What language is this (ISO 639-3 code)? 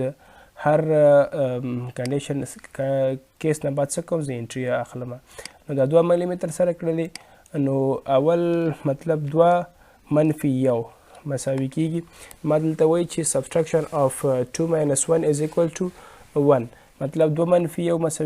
pus